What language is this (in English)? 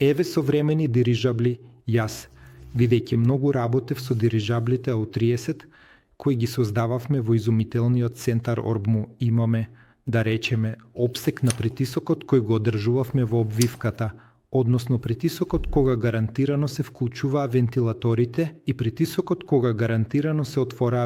Macedonian